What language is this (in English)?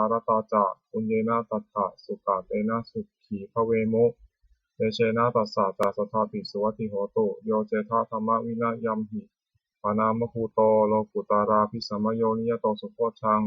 Pali